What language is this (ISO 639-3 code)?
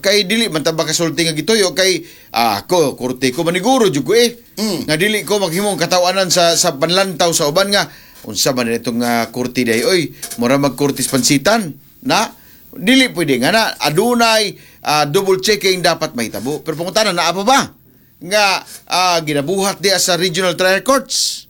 ceb